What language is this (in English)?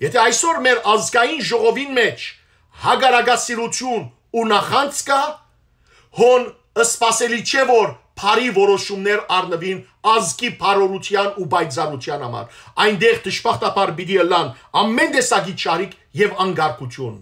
Western Armenian